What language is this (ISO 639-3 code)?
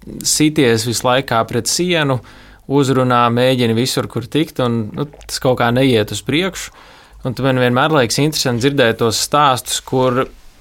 lav